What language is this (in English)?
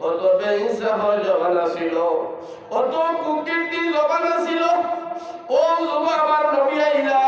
Sylheti